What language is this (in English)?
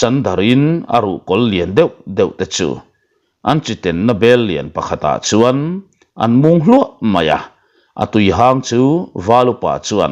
Mizo